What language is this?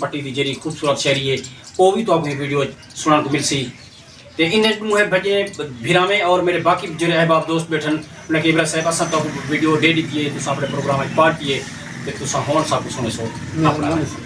Saraiki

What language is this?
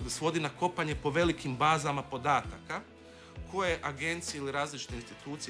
Croatian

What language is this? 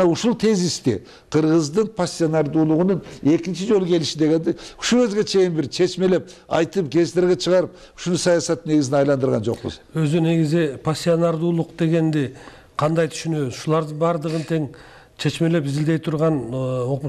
Kyrgyz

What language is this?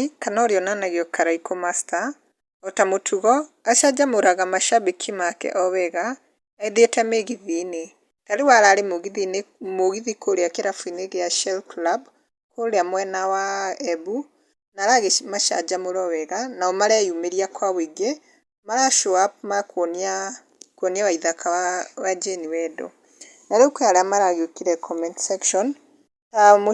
Kikuyu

